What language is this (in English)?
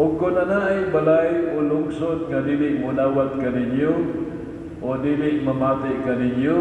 Cebuano